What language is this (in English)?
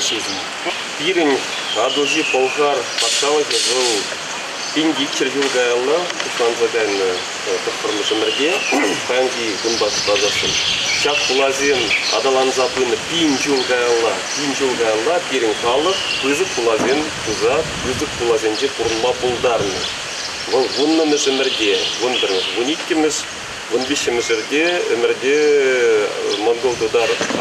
Chuvash